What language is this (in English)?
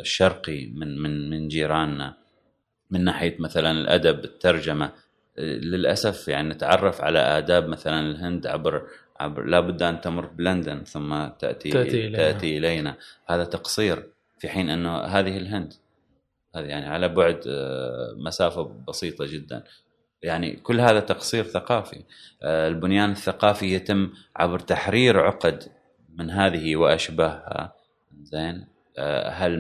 Gulf Arabic